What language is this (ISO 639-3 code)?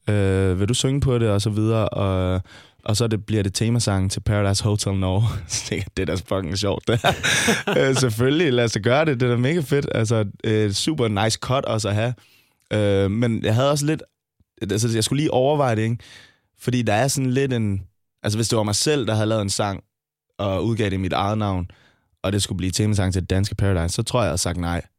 dan